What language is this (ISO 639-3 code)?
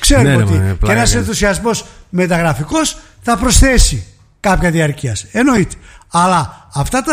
ell